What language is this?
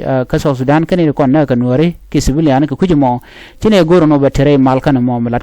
Nuer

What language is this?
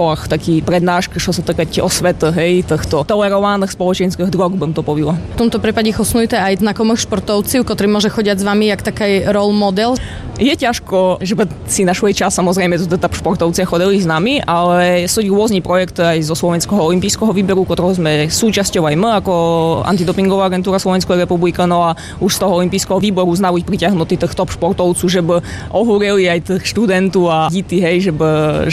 Slovak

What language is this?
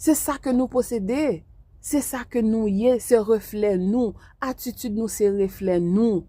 Haitian Creole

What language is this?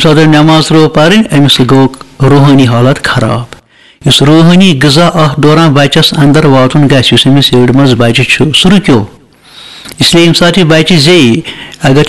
Kashmiri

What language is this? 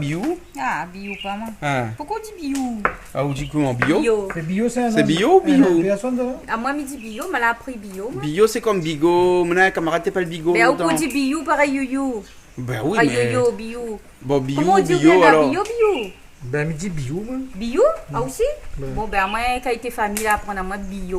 Réunion Creole French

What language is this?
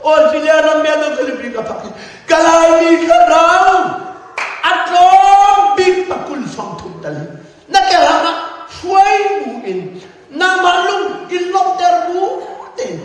Hakha Chin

